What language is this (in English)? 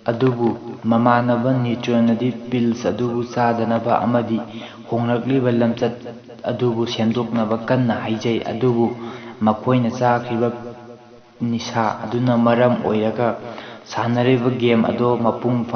Manipuri